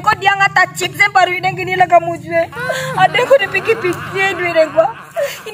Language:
Minangkabau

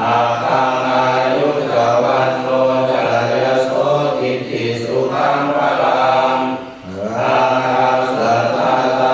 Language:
Pali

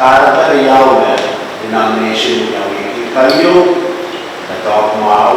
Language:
Pohnpeian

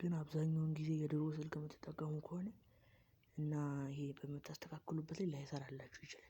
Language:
Amharic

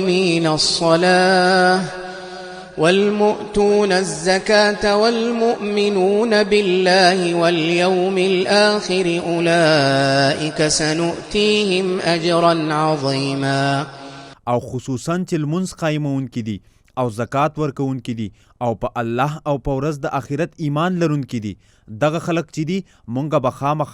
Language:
Pashto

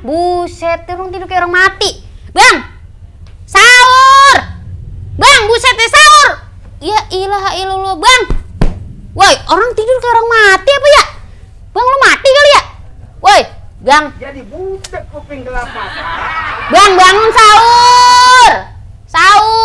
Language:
Betawi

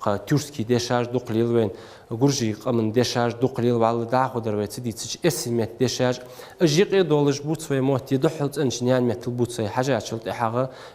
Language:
Ingush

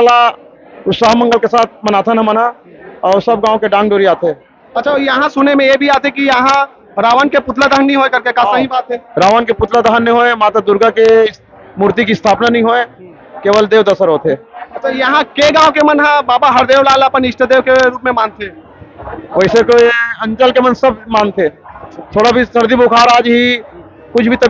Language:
Chhattisgarhi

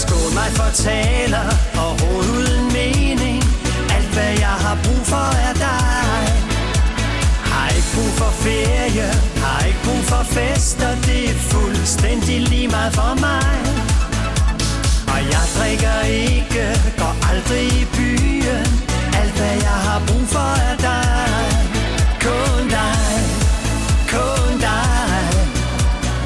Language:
Danish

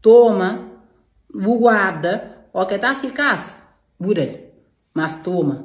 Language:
Kabuverdianu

